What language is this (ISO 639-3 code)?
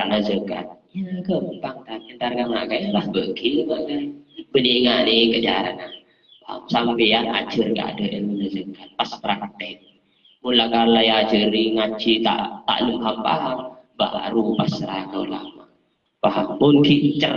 mad